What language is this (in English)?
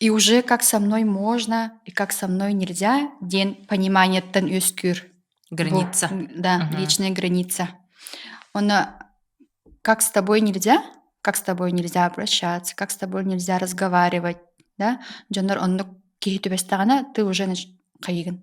Yakut